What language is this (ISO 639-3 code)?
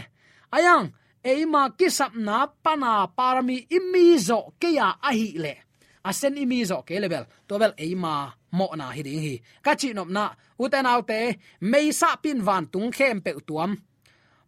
ctd